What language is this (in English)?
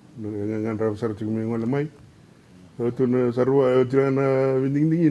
Fijian